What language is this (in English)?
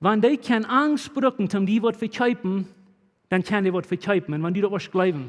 Plautdietsch